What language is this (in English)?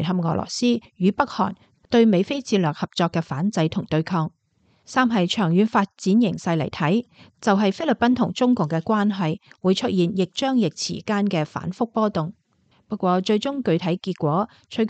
Cantonese